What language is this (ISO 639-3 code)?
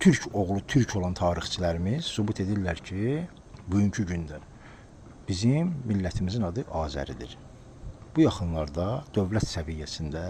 aze